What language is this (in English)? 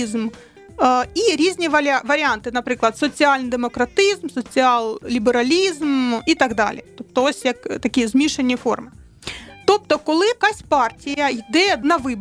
Ukrainian